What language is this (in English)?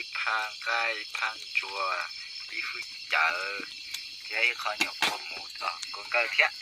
Hmong